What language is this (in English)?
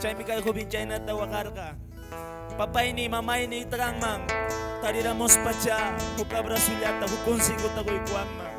Quechua